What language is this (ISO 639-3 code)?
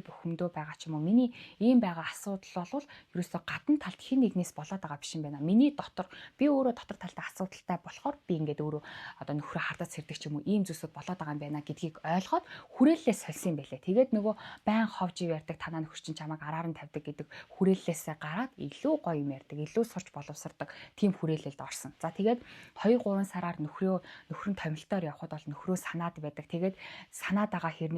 mon